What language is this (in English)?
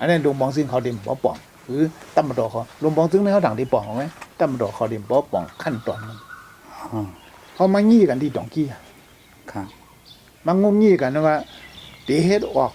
Shan